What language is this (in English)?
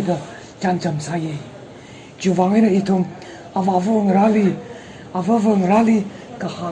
Tangkhul Naga (India)